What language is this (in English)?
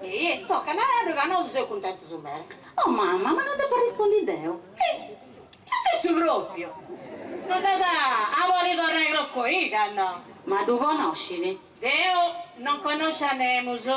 Sardinian